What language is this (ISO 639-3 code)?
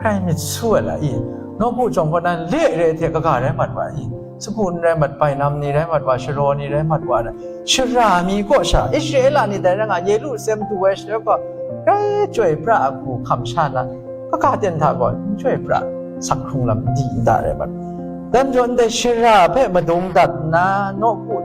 kac